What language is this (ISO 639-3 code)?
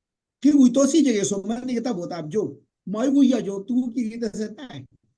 kln